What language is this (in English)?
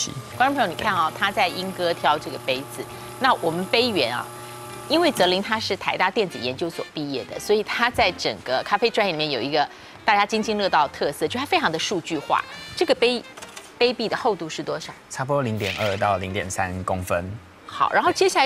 Chinese